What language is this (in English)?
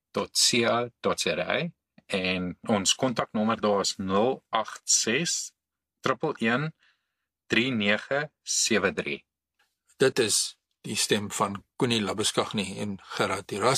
Afrikaans